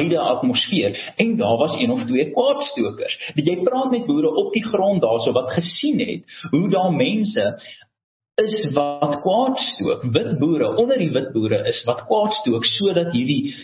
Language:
Afrikaans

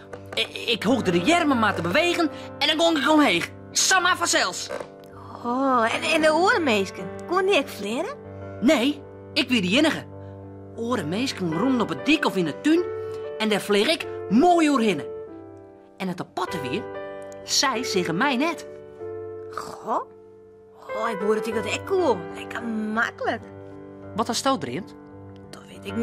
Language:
Western Frisian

